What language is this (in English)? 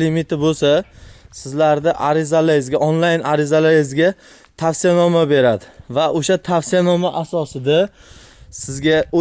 Uzbek